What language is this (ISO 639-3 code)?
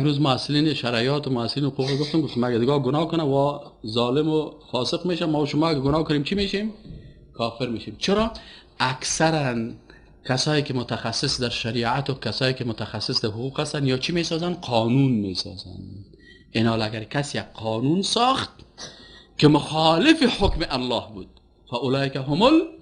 fas